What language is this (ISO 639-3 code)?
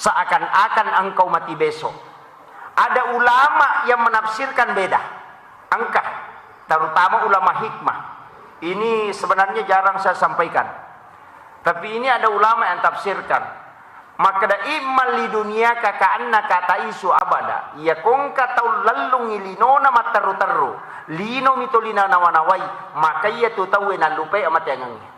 bug